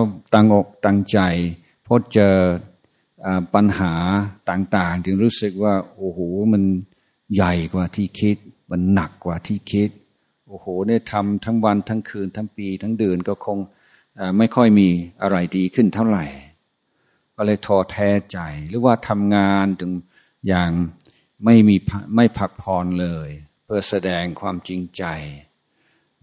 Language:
Thai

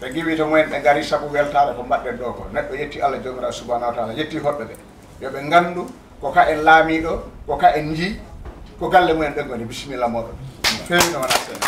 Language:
Fula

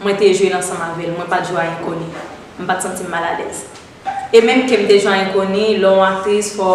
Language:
Haitian Creole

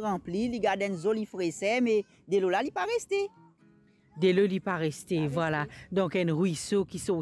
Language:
Morisyen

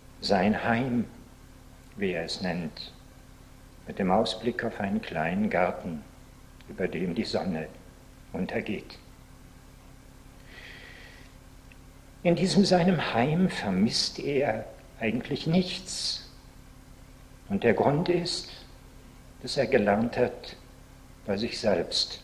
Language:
German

